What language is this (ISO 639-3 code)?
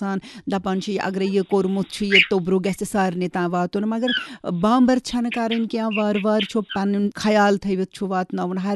kas